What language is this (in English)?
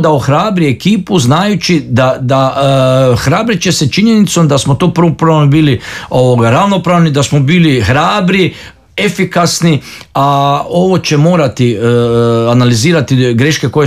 Croatian